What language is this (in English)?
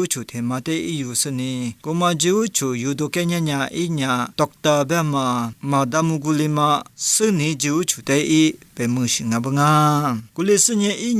Lisu